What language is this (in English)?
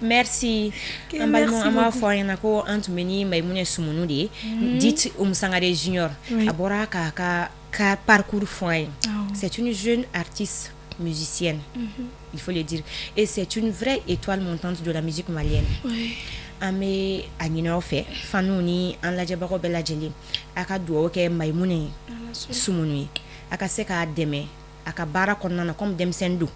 Bambara